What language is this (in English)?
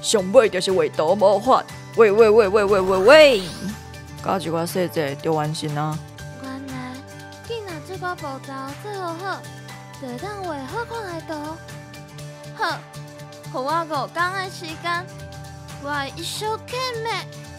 Min Nan Chinese